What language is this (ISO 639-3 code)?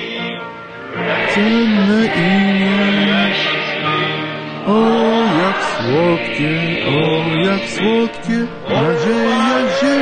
pol